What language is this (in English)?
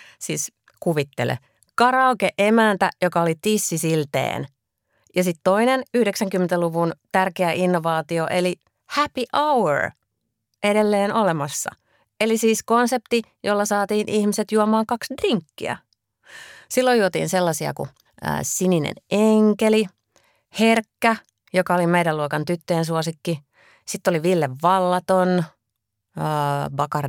Finnish